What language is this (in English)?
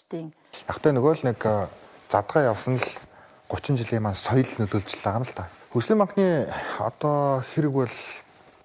Mongolian